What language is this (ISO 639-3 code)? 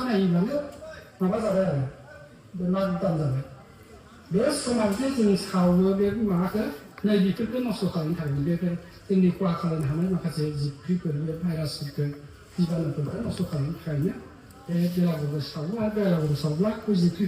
brx